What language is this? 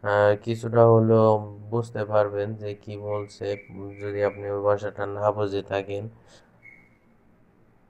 Bangla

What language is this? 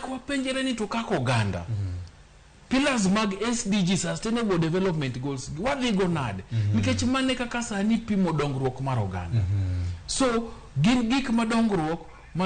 Luo (Kenya and Tanzania)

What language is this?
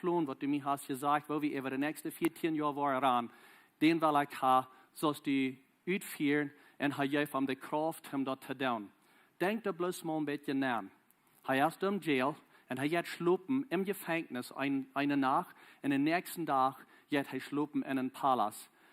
Plautdietsch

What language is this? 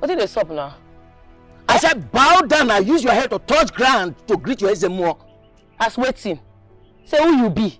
Nigerian Pidgin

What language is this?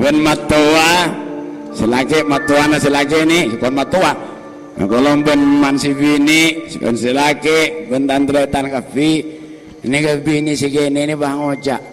Madurese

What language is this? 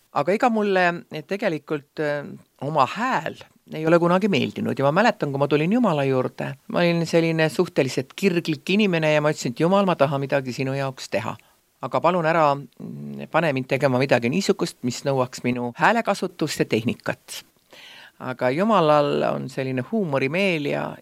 Estonian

